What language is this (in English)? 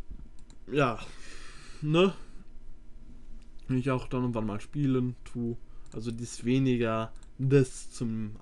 German